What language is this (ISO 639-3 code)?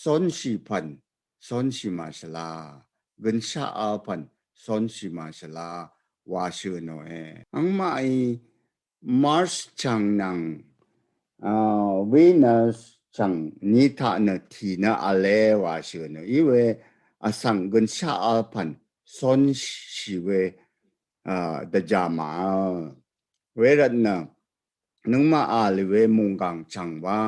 raw